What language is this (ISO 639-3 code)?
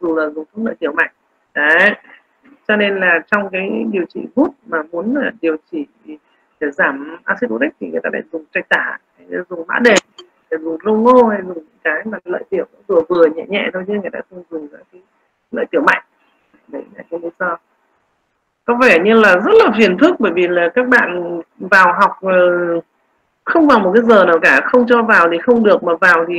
vie